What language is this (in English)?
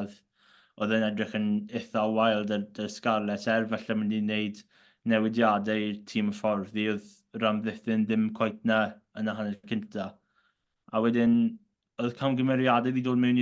Welsh